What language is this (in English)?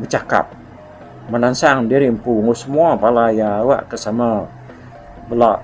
Iban